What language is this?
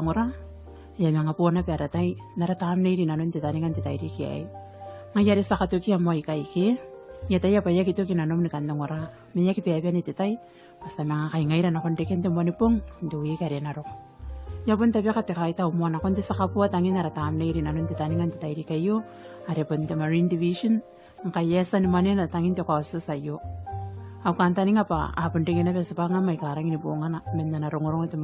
Gilbertese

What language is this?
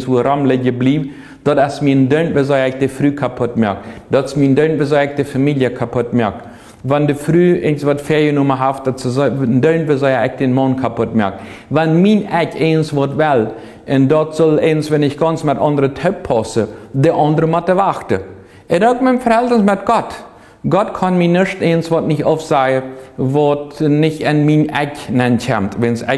Plautdietsch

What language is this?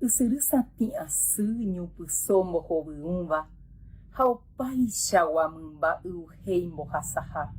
Guarani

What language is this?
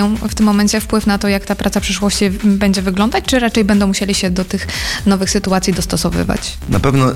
Polish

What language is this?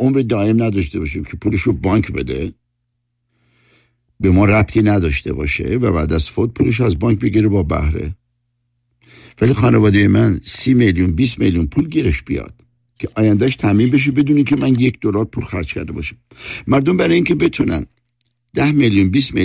Persian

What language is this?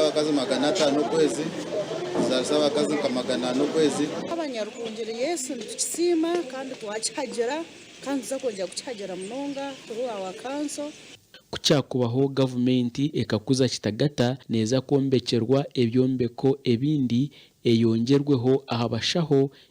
Nyankole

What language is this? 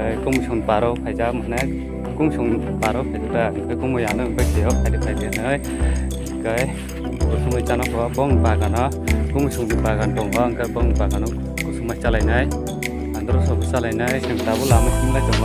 Kok Borok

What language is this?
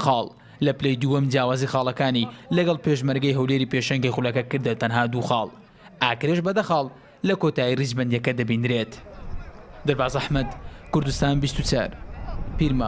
Central Kurdish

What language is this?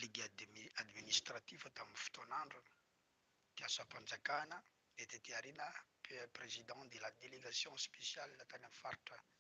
Malagasy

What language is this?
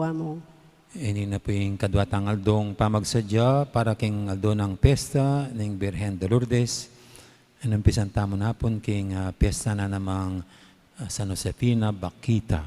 Pampanga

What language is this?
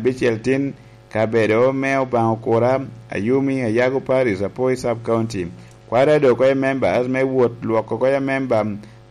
Lango (Uganda)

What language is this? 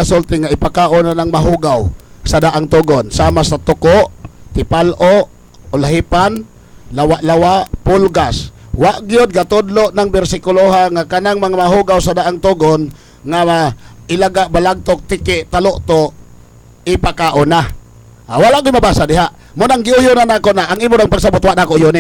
Cebuano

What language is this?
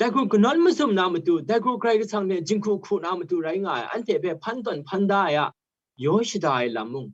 Kachin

